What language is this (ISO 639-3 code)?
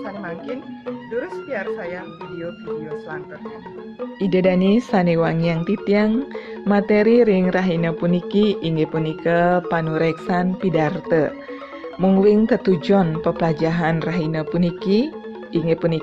ban